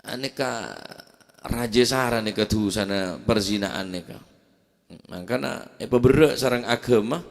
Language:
Madurese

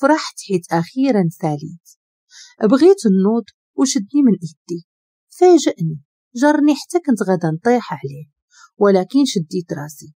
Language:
Moroccan Arabic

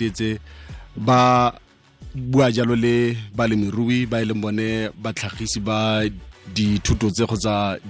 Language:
Tswana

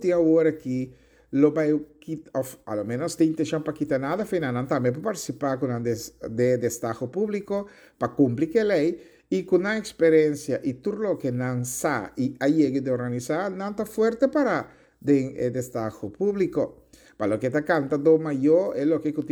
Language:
Papiamento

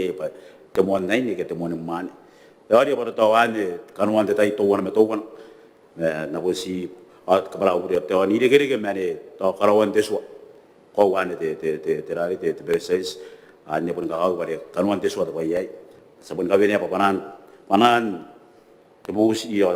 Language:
Gilbertese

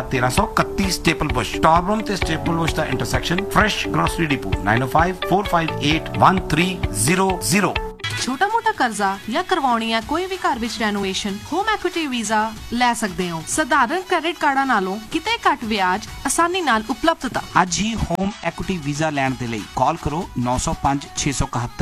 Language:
Punjabi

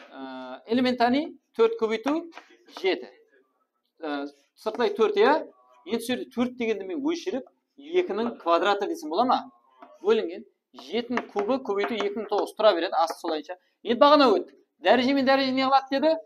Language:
Kara-Kalpak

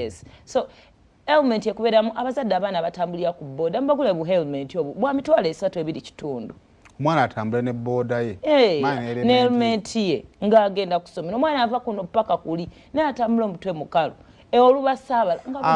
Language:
Ganda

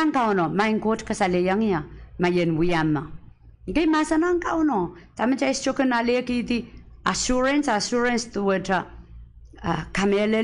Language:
Pohnpeian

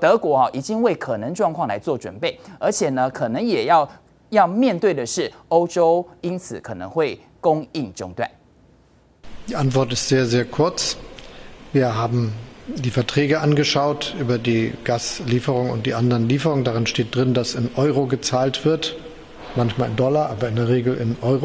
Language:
Chinese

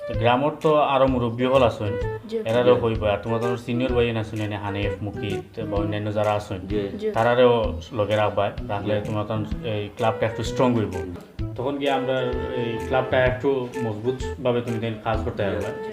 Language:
Sylheti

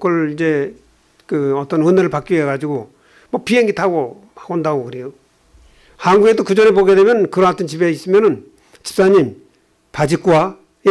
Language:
Korean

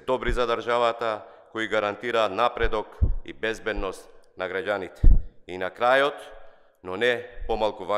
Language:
Macedonian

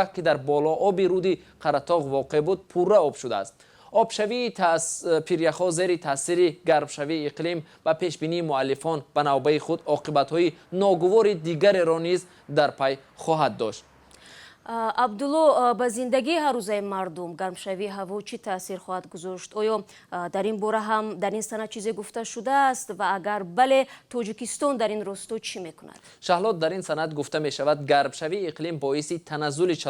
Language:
Tajik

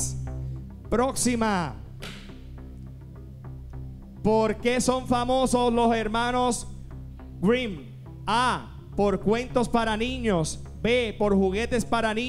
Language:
Spanish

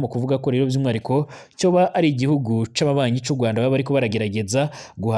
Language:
Rundi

